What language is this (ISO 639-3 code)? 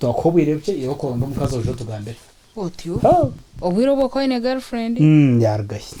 nyn